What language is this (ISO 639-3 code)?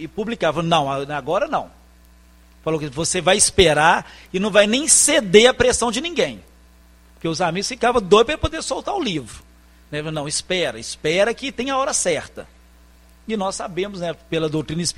por